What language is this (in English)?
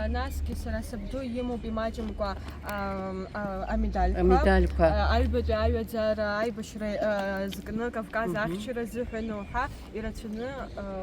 Abkhazian